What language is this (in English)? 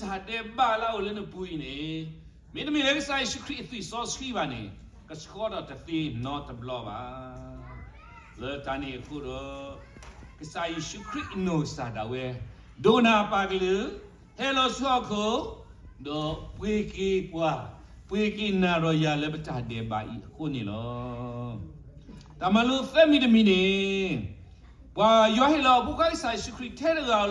S'gaw Karen